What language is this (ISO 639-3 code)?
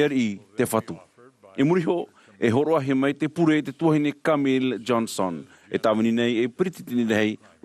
tah